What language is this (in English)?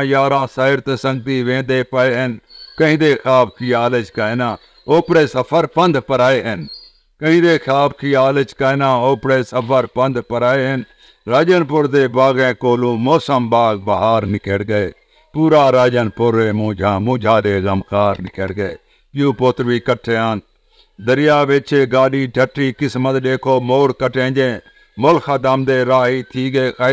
Saraiki